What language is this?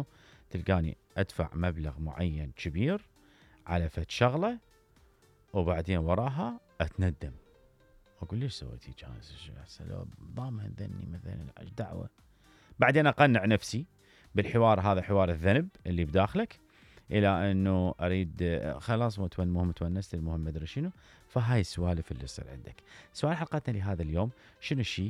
Mesopotamian Arabic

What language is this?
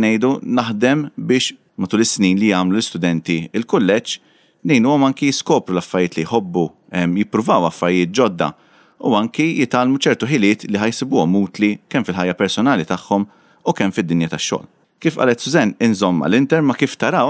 Maltese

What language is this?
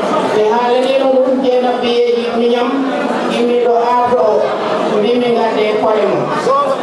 Fula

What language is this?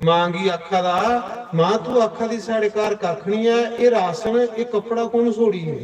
Dogri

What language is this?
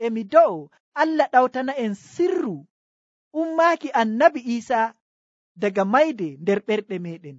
Nigerian Fulfulde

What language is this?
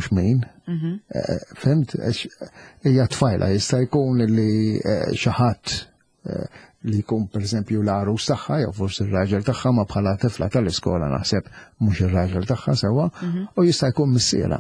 Maltese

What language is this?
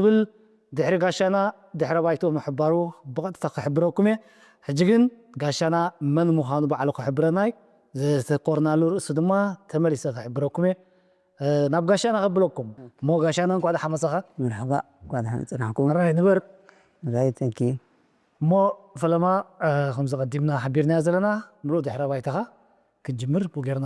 Tigrinya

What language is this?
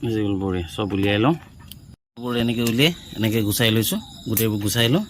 Assamese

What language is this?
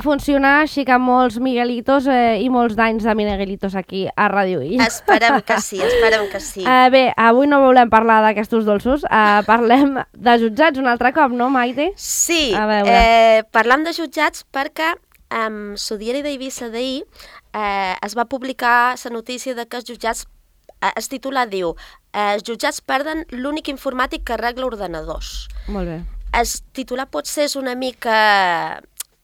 Catalan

